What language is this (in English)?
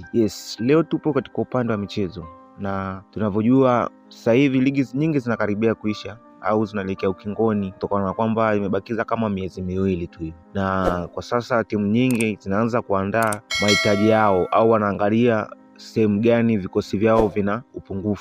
Swahili